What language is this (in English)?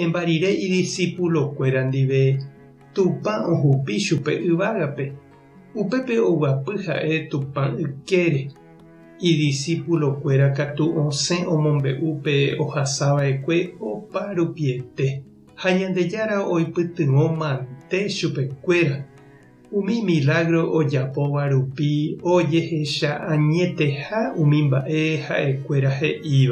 Guarani